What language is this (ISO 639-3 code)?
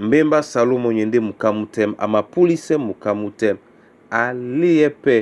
dua